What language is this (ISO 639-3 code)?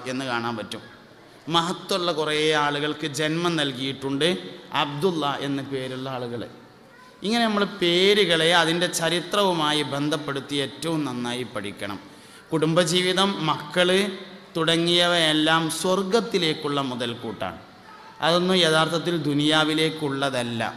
mal